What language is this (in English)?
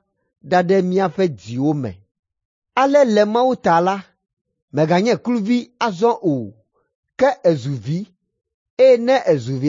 Ewe